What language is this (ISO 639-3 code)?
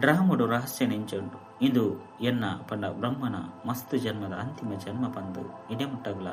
tcy